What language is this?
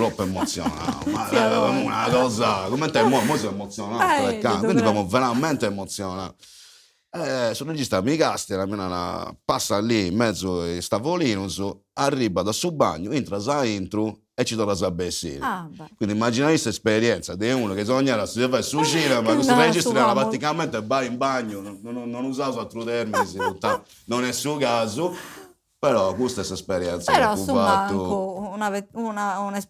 Sardinian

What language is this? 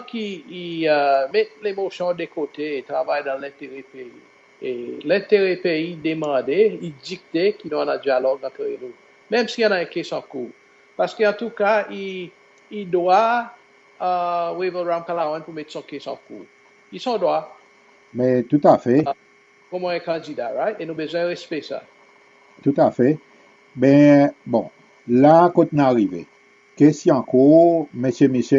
Seselwa Creole French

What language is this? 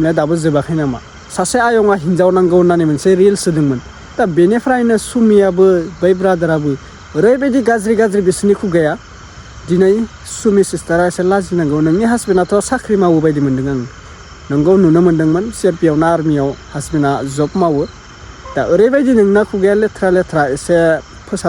Bodo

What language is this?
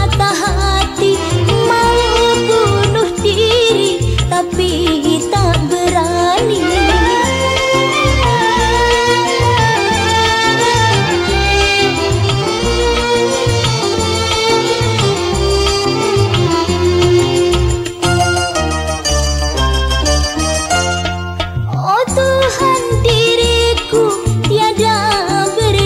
Malay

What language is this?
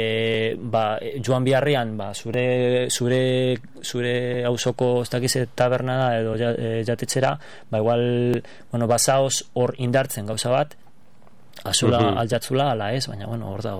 Basque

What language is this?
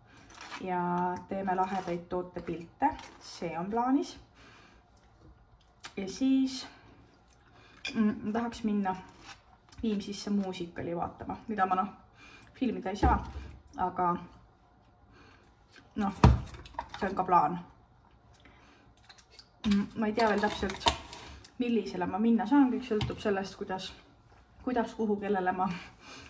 Estonian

